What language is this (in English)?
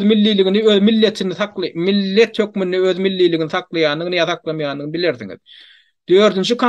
Turkmen